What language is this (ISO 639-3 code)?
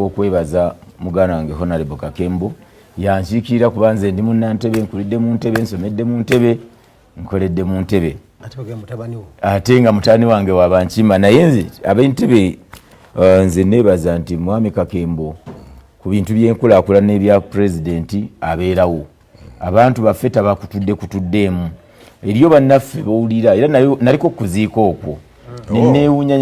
lug